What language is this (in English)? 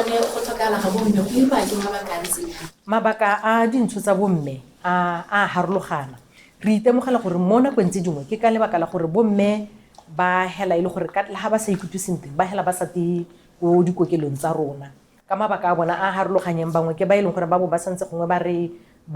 Tswana